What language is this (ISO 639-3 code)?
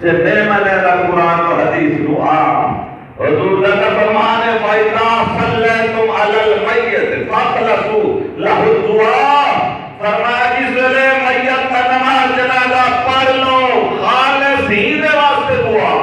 skr